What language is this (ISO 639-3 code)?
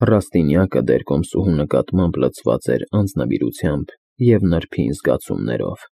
hye